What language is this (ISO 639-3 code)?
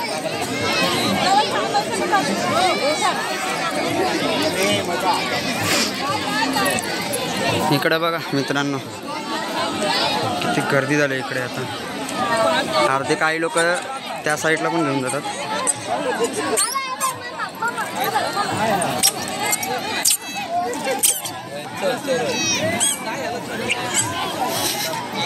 mar